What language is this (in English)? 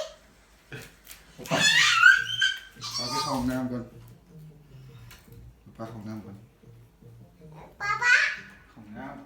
Lao